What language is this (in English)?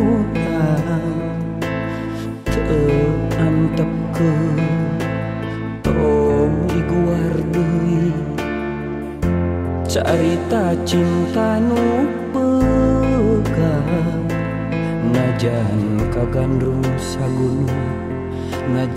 Sundanese